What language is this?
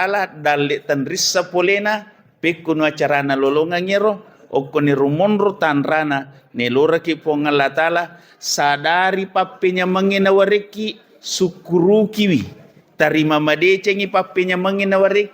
Buginese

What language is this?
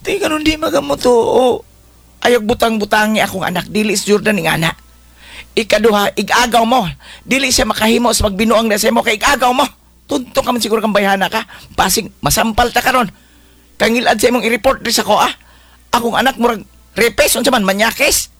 Cebuano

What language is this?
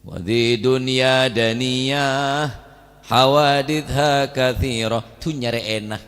Madurese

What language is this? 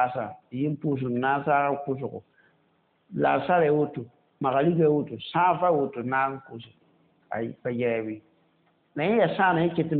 Mossi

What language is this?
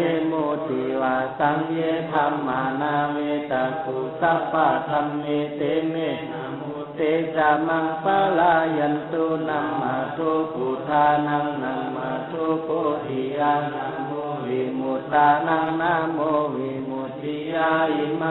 Pali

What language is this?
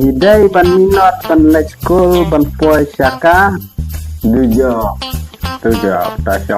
Khasi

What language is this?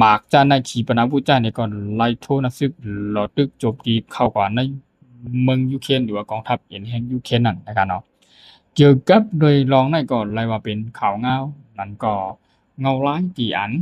Shan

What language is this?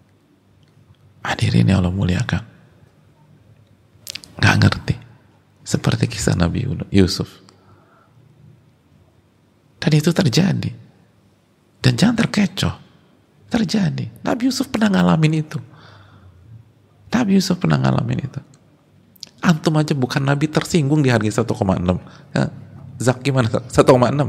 Indonesian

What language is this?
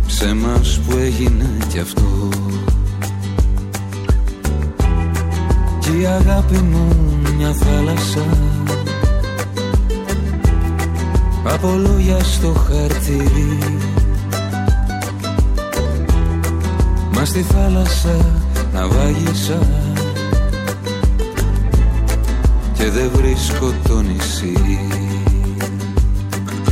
Greek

